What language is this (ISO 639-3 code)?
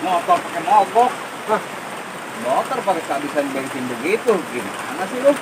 bew